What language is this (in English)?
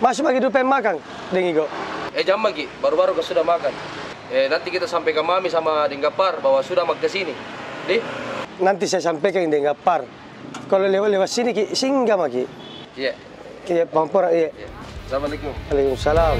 Makassar Malay